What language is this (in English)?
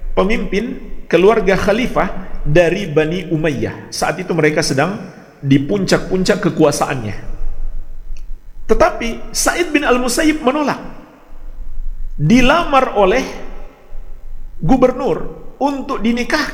Indonesian